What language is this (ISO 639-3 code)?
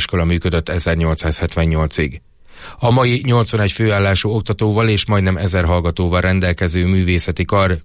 hun